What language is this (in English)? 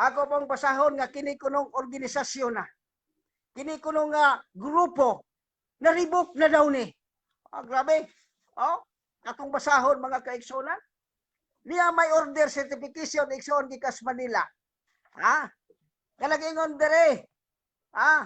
Cebuano